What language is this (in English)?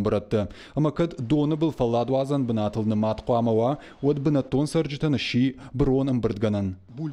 Ossetic